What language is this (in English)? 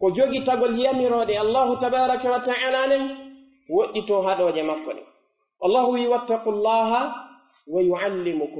Pular